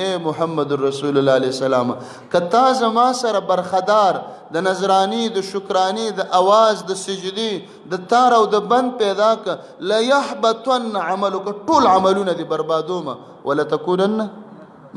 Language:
Pashto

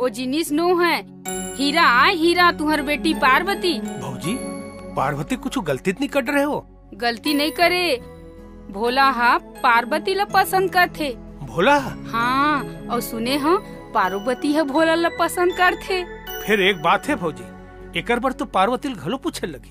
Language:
Chhattisgarhi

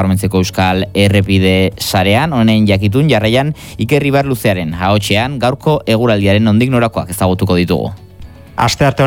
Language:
Basque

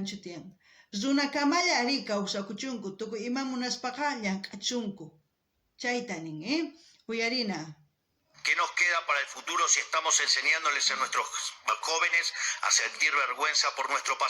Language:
South Bolivian Quechua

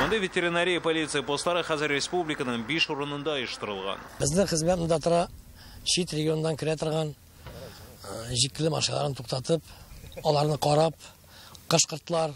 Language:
Tatar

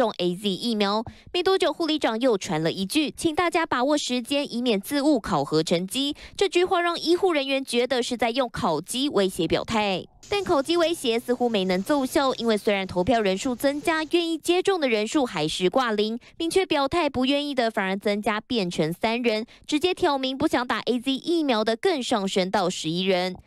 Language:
Chinese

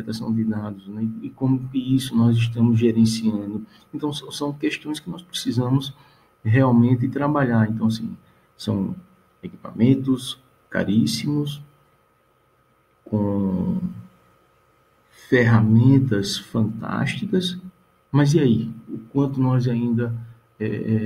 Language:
Portuguese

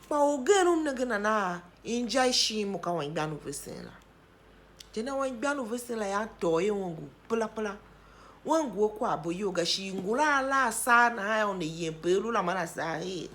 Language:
Tiv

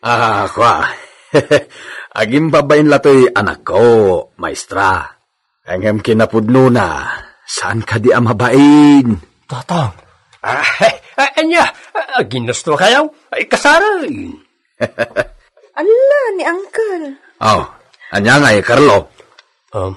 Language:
Iloko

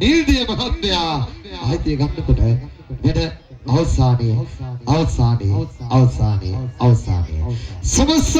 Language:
Sinhala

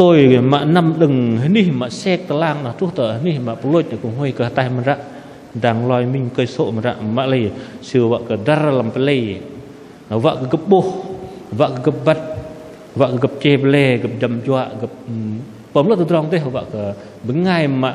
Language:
Bahnar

